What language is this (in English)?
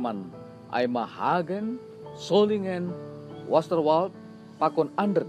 Batak Simalungun